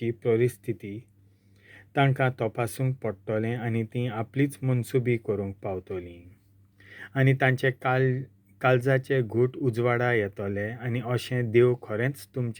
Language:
Konkani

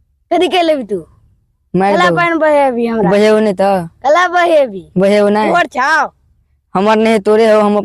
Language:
Maithili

